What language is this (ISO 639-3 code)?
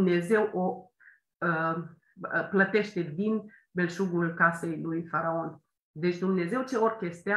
ron